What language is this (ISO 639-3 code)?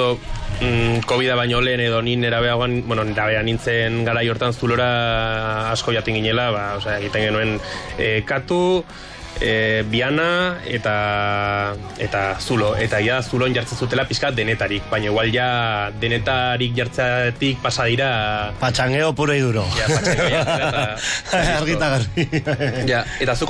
eus